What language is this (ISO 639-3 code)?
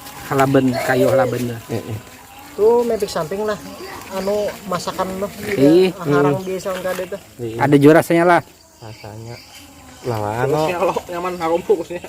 bjn